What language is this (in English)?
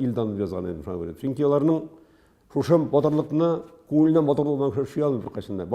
Tatar